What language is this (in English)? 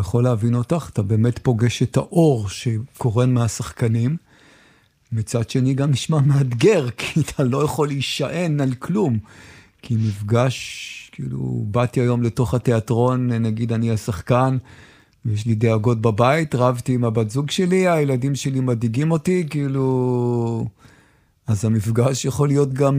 Hebrew